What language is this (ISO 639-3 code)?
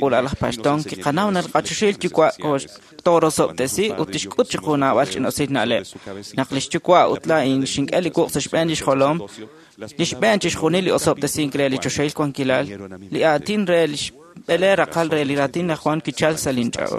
kek